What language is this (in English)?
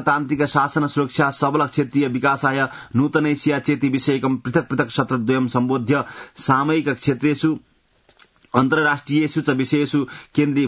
Sanskrit